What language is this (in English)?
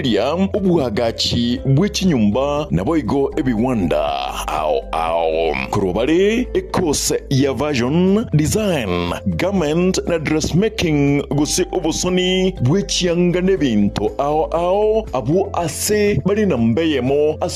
Gusii